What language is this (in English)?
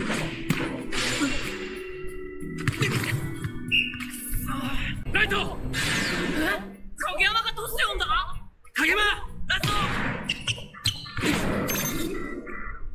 Japanese